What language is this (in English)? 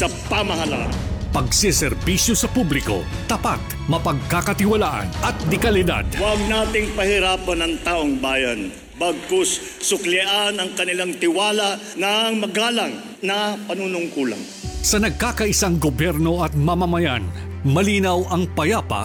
Filipino